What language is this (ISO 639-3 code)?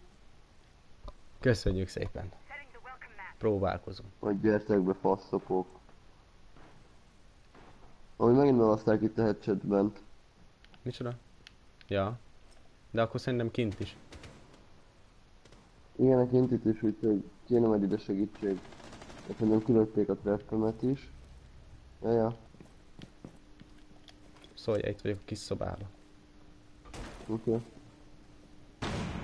hun